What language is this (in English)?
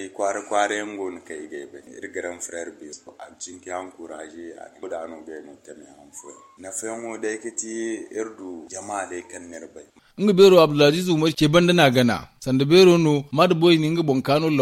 Zarma